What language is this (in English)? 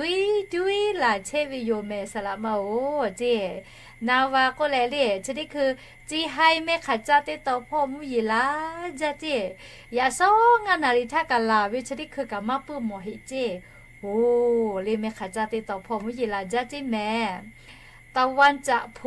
Lahu